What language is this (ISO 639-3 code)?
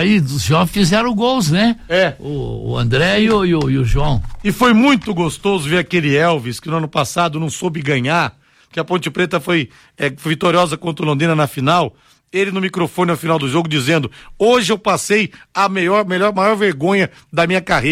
por